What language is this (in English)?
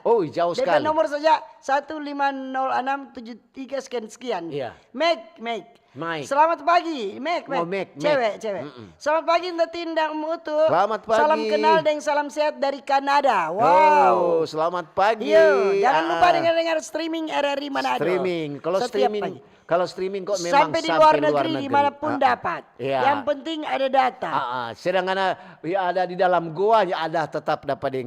Manado Malay